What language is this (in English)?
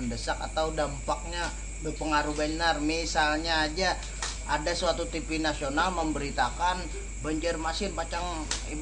Banjar